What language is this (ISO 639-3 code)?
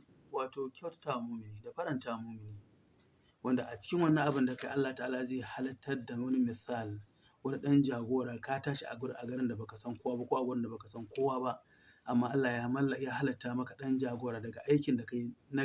hau